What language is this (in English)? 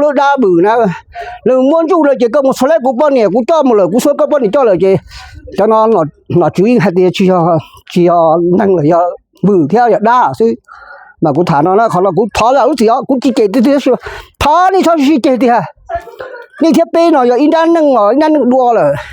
Hmong